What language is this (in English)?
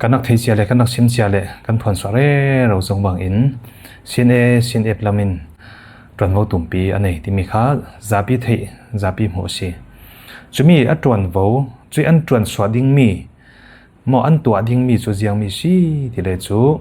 Falam Chin